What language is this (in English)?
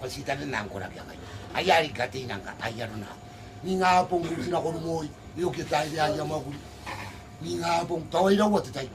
Gilbertese